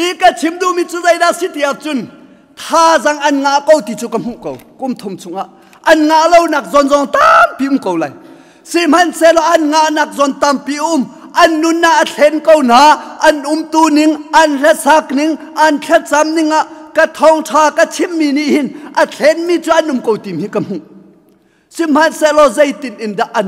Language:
Hakha Chin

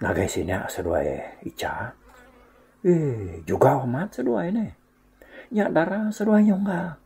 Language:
Iban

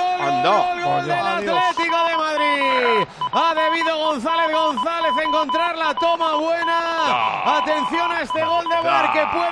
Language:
Spanish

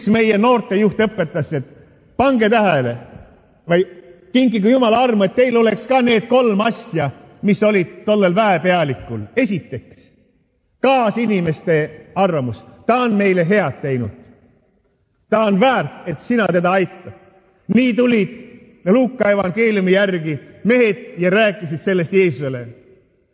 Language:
Estonian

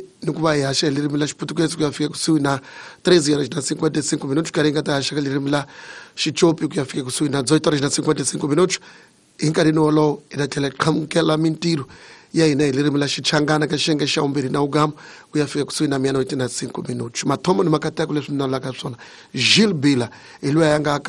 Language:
Tsonga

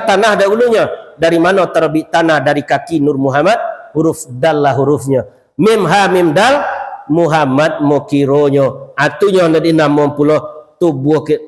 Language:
Minangkabau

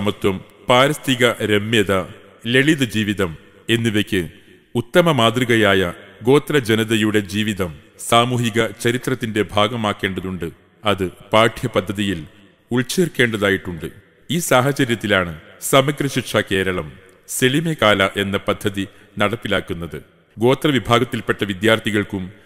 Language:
Malayalam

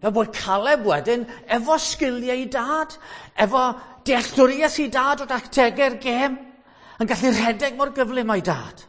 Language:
Welsh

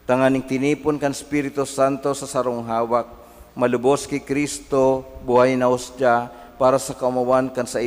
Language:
Bikol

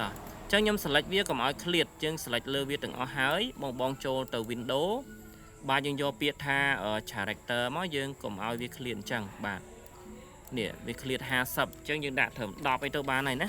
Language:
Khmer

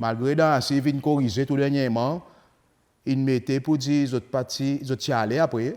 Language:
Seselwa Creole French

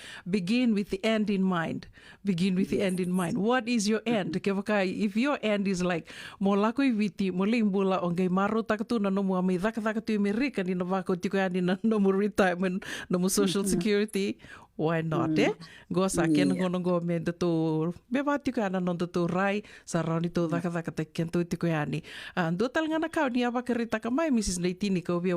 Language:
Fijian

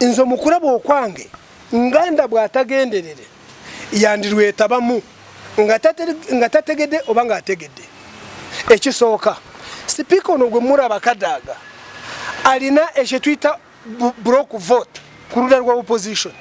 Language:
Ganda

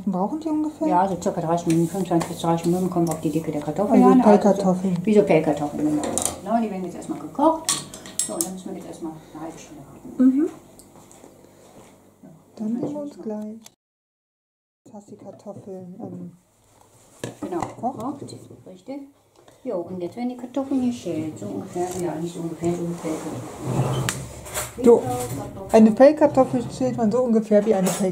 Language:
German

